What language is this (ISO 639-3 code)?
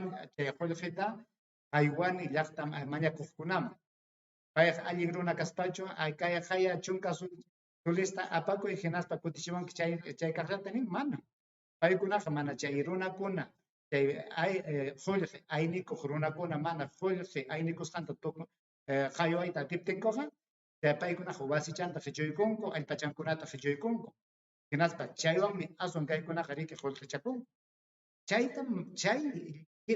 quy